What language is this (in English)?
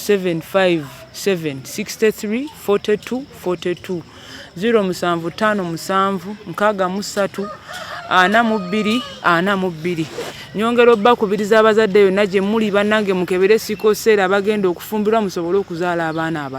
Ganda